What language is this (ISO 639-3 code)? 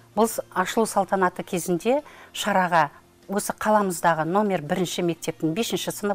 kaz